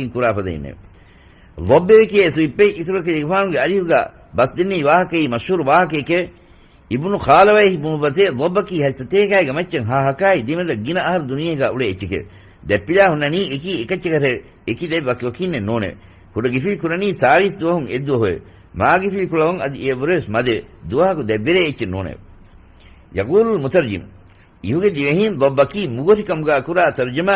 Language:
Divehi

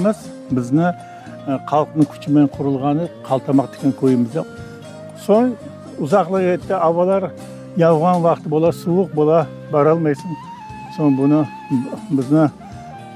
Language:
Crimean Tatar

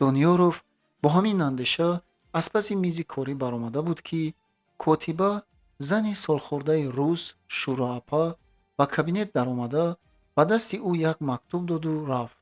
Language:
Tajik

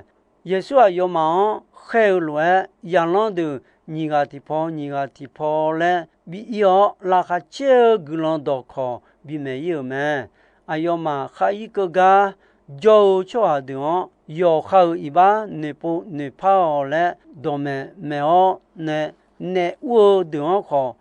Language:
Akha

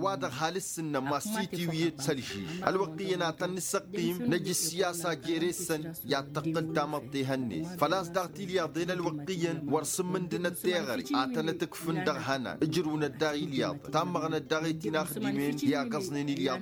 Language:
Tamasheq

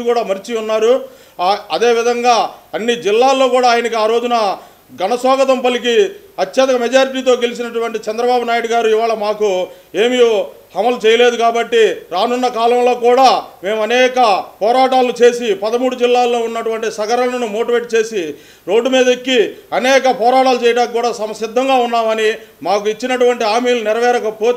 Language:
Telugu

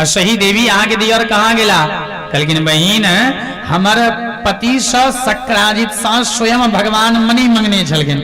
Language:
Maithili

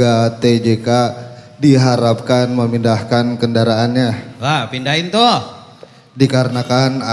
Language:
Betawi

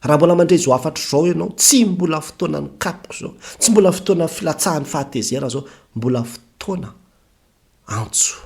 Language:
Malagasy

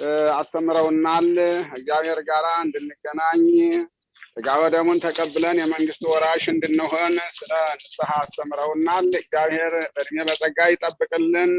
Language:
Amharic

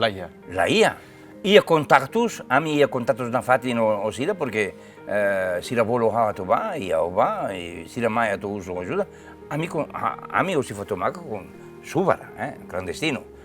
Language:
Tetum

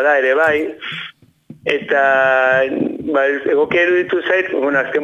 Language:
Basque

